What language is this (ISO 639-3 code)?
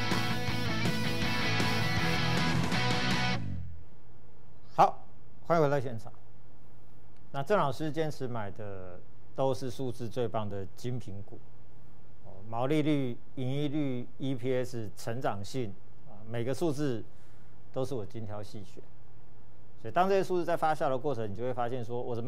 zho